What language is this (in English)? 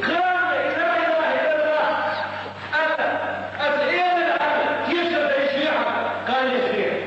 Chechen